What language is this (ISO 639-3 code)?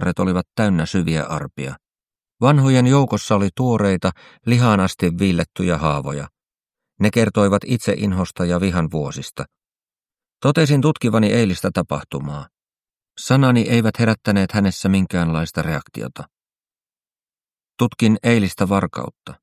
fin